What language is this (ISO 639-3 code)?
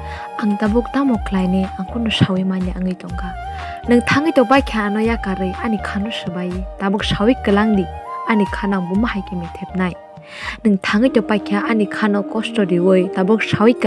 trp